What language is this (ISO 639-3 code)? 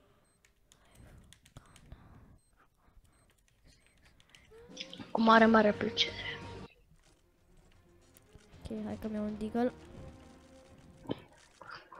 ron